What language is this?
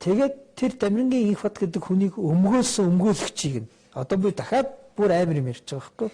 Mongolian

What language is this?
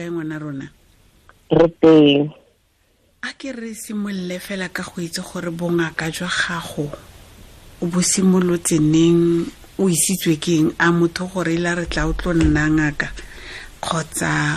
Tswana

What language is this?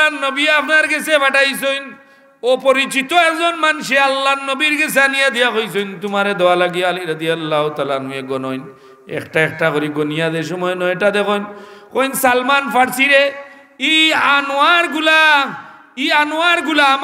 Sylheti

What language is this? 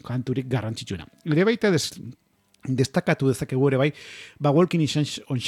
Basque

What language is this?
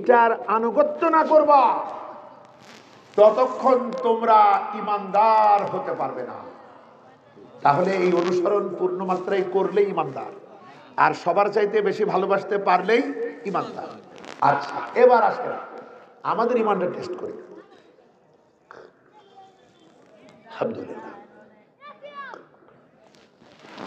Bangla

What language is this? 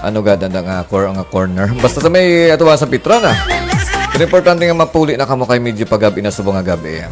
Hiligaynon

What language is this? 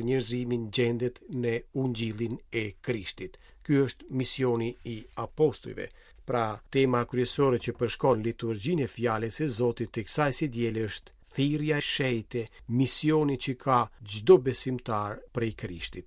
Albanian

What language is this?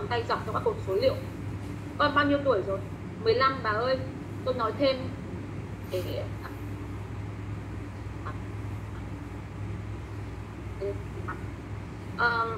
Vietnamese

